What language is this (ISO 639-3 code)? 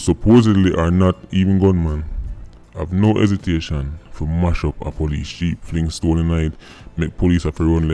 jam